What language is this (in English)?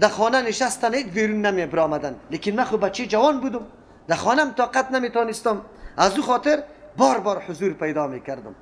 Persian